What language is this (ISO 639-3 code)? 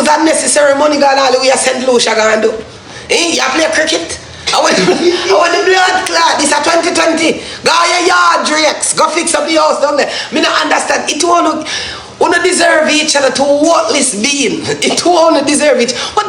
jam